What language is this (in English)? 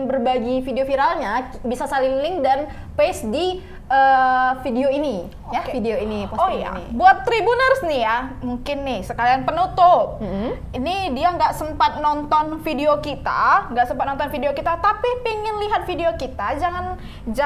Indonesian